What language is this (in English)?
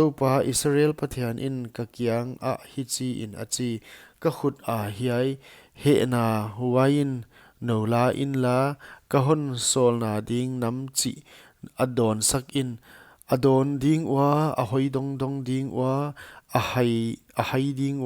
Paite Chin